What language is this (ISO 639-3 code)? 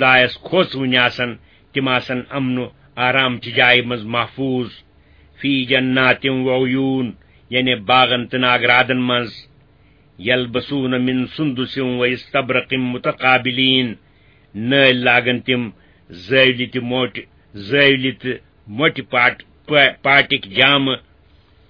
kas